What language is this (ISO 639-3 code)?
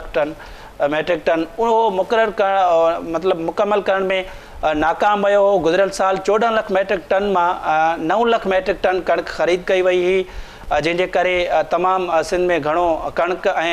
snd